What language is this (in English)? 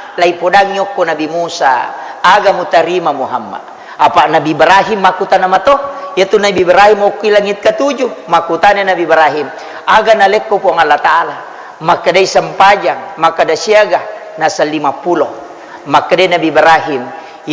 Buginese